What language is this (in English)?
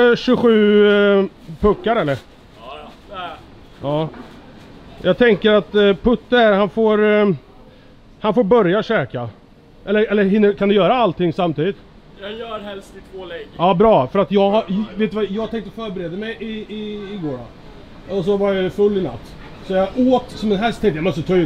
Swedish